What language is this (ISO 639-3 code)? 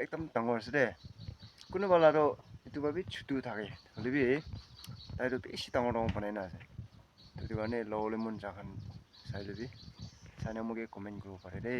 nag